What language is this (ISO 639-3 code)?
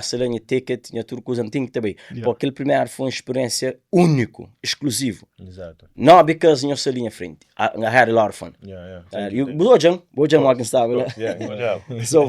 kea